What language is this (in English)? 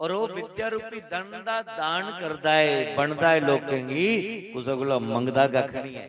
Dogri